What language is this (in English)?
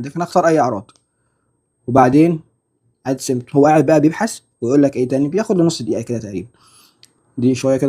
Egyptian Arabic